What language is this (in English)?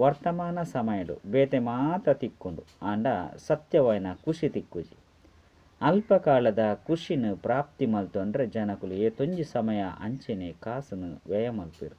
Tulu